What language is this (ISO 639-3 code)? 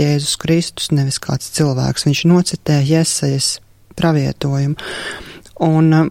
lav